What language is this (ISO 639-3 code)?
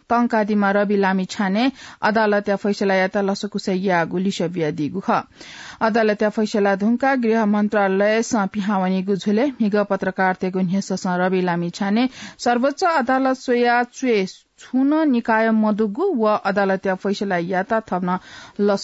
new